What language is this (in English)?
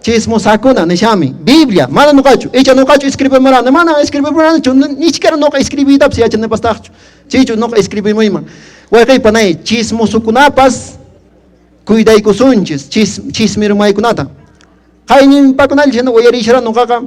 Quechua